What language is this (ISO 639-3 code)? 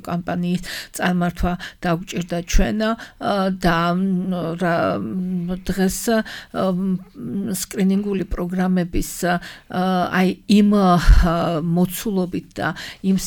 kat